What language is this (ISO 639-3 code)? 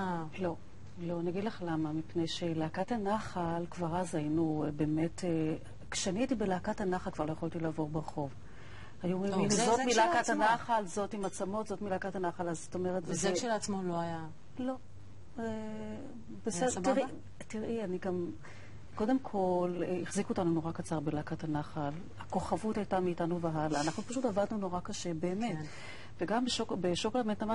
heb